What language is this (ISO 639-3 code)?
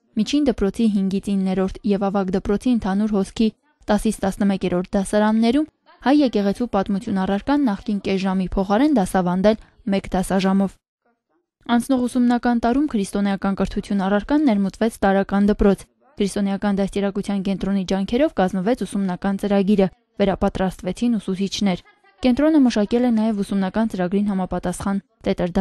hye